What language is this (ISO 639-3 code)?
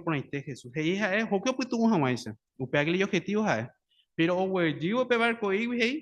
grn